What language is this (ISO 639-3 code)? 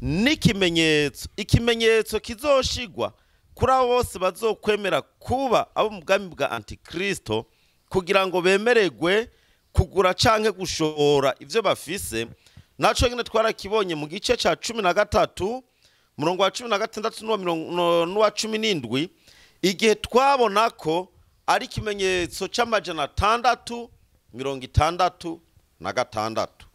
run